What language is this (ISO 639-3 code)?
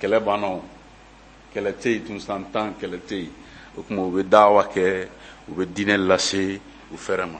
bam